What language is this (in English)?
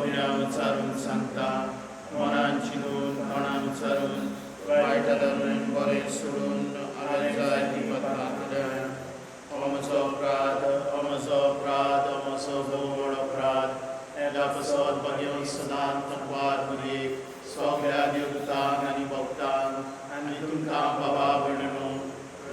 Konkani